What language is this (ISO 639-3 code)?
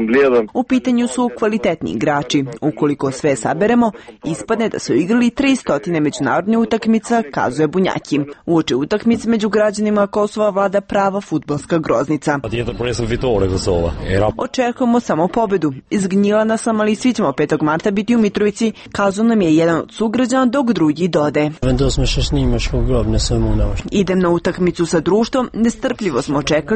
srp